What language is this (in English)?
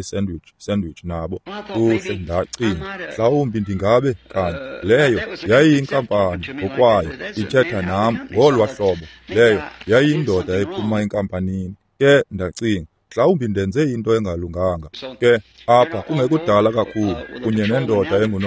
Xhosa